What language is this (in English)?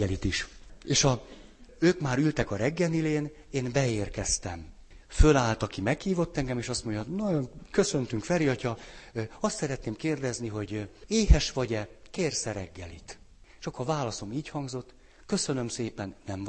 Hungarian